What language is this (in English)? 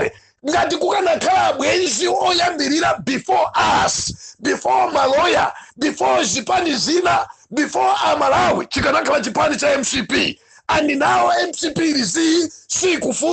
Nyanja